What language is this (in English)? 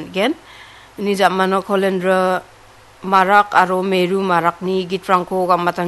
Garo